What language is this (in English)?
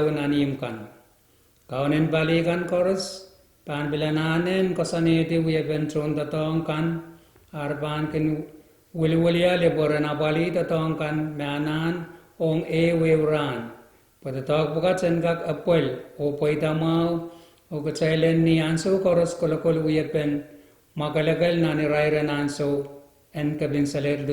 Pohnpeian